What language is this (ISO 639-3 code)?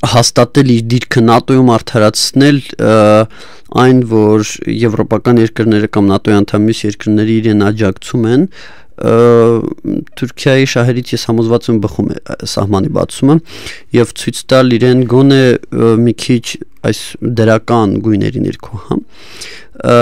hye